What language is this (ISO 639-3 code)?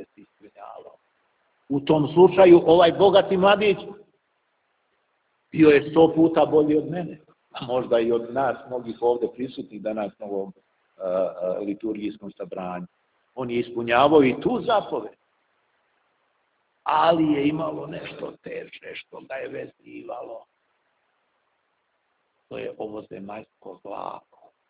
srp